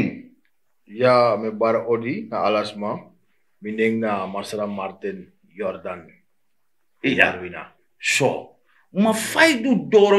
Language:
Sranan Tongo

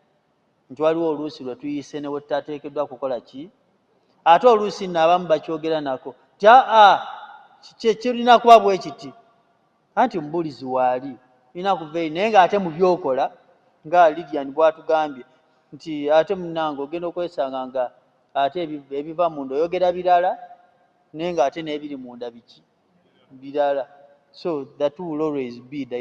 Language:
Ganda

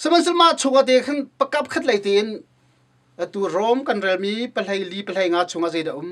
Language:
Hakha Chin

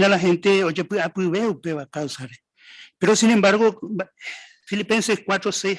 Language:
Guarani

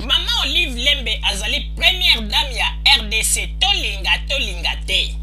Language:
Lingala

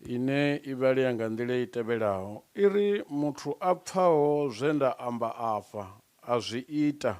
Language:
Venda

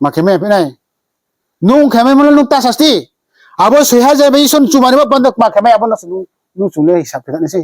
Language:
Riang (India)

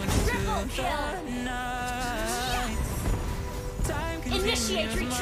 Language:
English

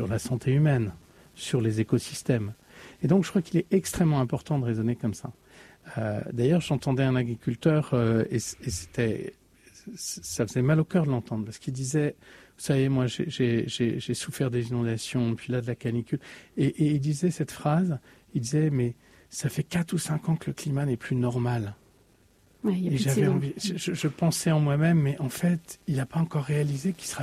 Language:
French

